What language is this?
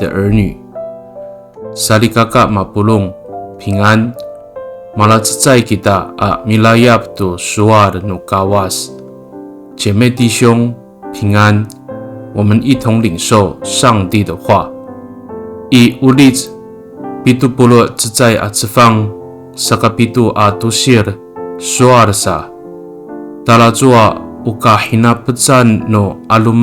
Amis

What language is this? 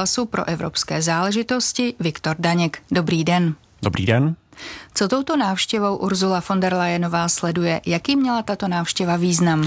Czech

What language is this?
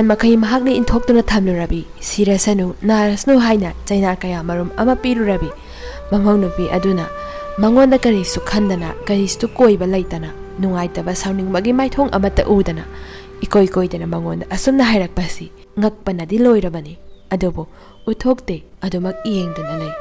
Manipuri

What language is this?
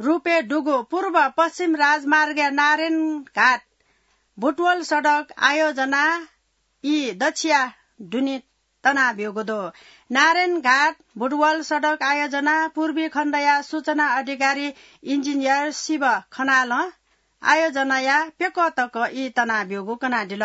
Newari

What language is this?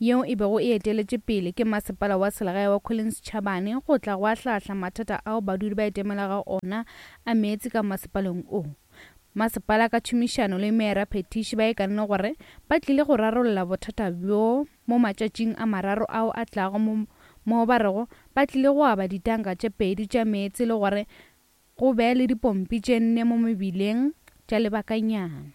Northern Sotho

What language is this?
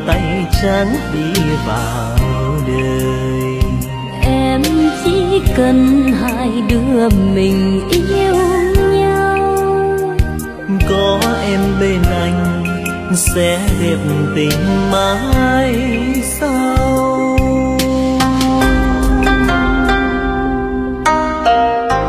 Vietnamese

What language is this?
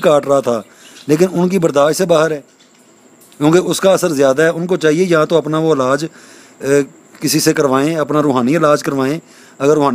Urdu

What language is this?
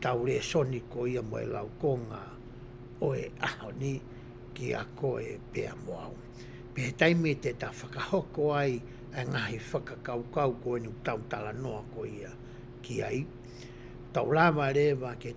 Tongan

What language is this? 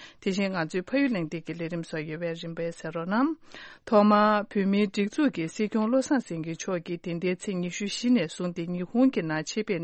Tibetan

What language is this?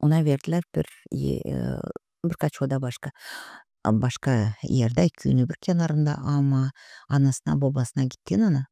Gagauz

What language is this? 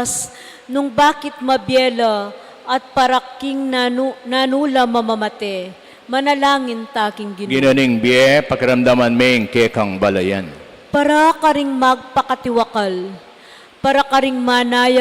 Pampanga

